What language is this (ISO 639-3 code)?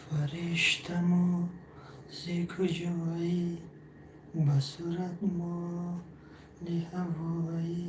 tgk